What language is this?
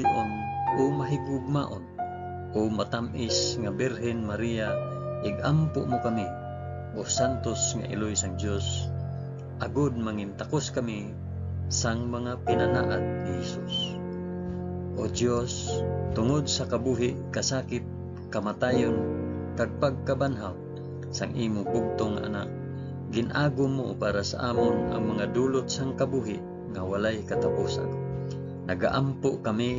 Hiligaynon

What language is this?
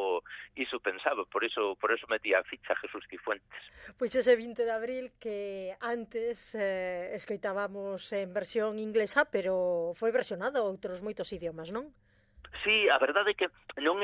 Galician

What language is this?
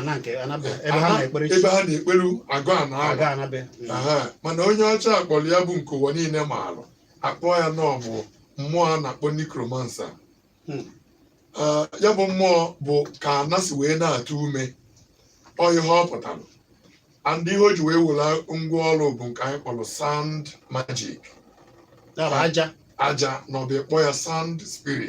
Igbo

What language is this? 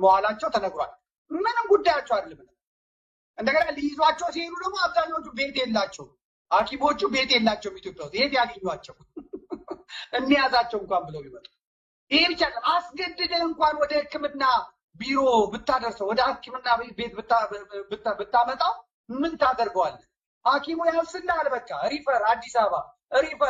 Amharic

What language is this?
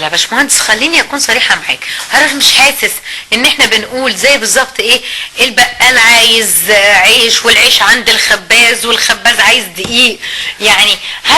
Egyptian Arabic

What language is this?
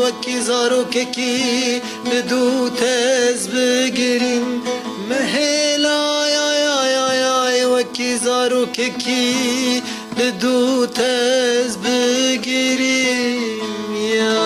Kurdish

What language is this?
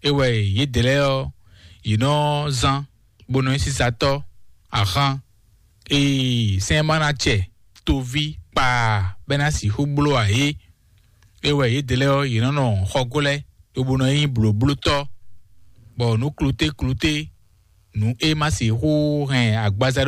Fon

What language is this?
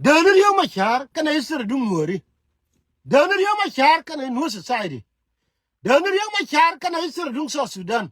Nuer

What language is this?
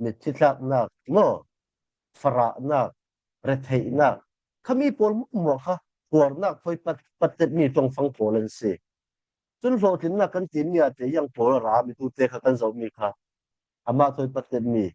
Falam Chin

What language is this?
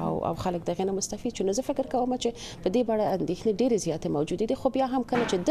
Pashto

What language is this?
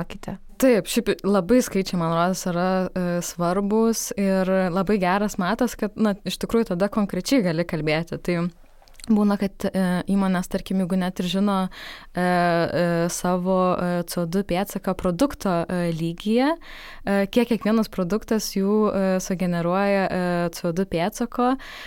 Lithuanian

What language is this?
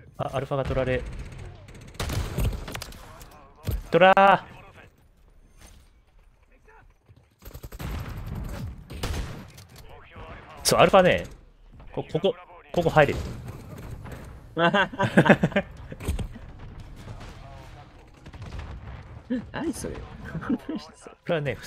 Japanese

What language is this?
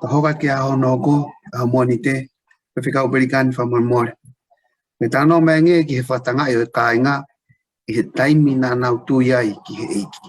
Tongan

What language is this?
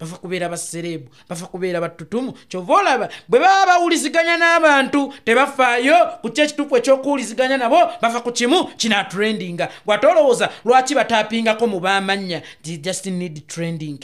Ganda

